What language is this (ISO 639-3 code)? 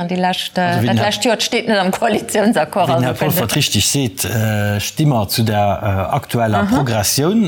ltz